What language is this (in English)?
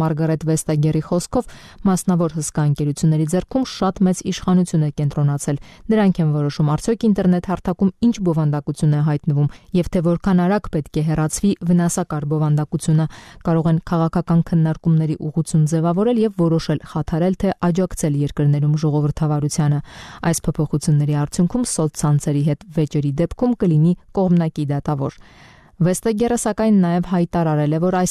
Armenian